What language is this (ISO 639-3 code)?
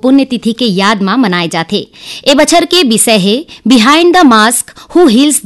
hne